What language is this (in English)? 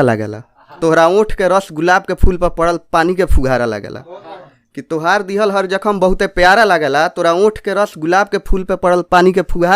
Bhojpuri